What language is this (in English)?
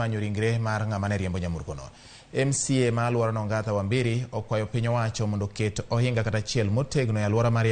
Luo (Kenya and Tanzania)